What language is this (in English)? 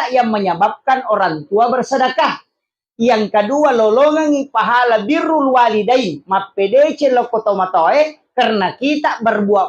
Buginese